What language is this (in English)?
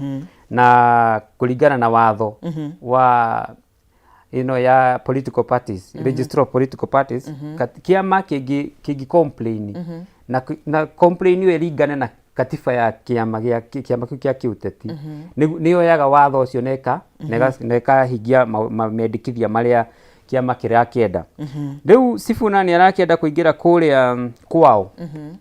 Kikuyu